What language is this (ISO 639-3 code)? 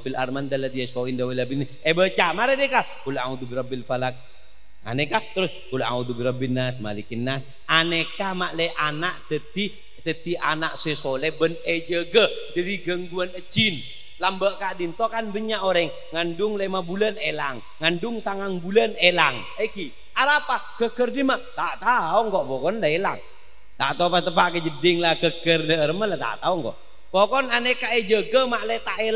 mad